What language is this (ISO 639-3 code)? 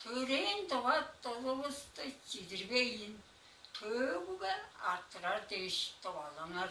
tyv